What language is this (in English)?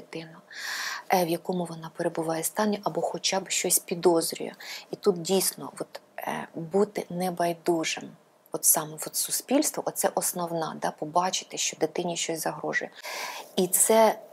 Ukrainian